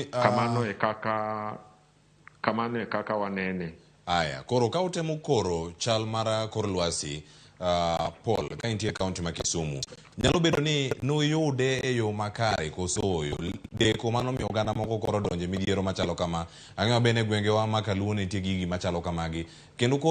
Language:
Luo (Kenya and Tanzania)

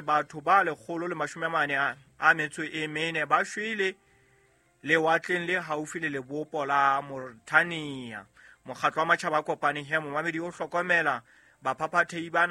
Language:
Southern Sotho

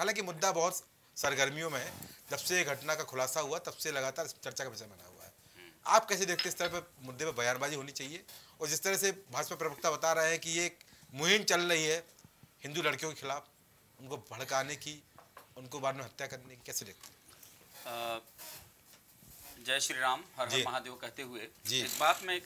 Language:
Hindi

